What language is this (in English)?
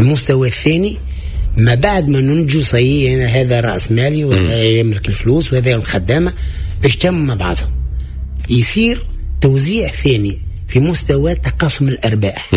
Tunisian Arabic